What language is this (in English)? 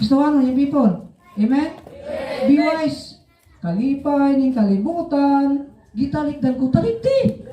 Cebuano